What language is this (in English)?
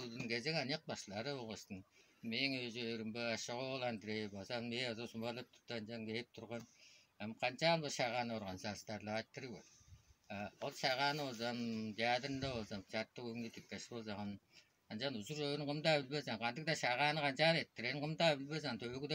Tuvinian